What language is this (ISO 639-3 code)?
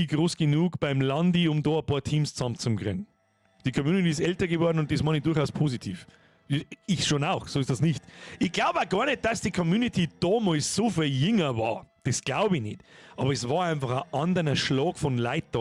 bar